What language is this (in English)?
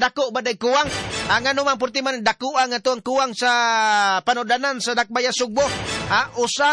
Cebuano